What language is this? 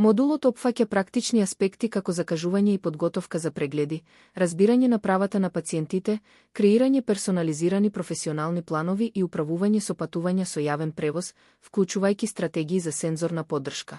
Macedonian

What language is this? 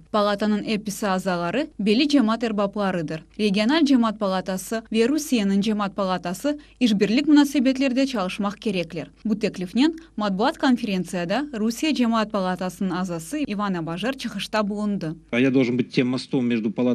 Crimean Tatar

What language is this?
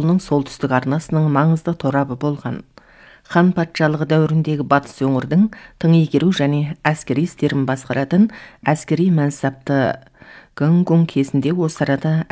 Kazakh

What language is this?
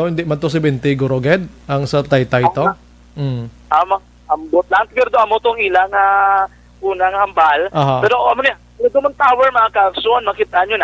Hiligaynon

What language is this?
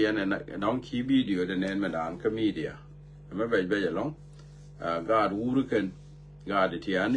Nuer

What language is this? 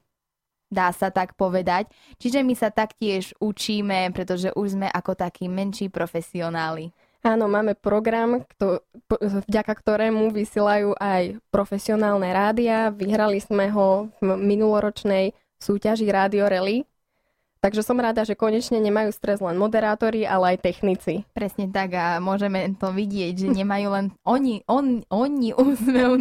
Slovak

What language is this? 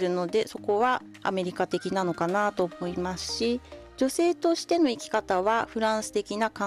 Japanese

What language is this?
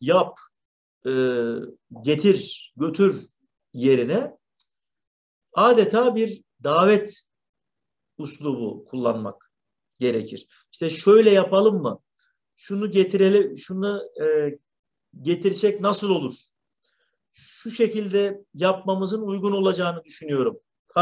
Turkish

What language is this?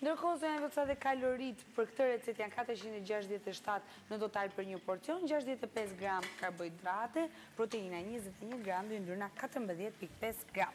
Albanian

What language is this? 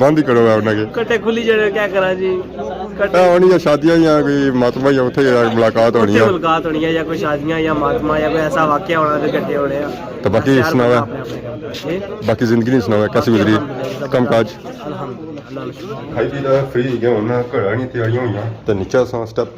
Pahari-Potwari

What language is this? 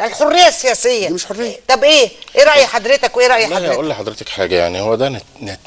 Egyptian Arabic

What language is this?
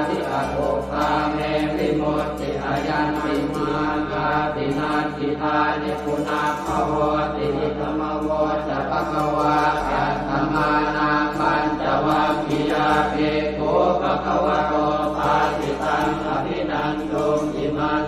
Pali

